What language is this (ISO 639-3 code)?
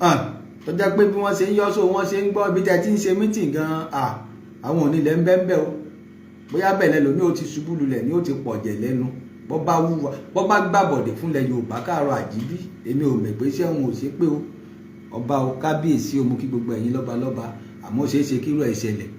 yor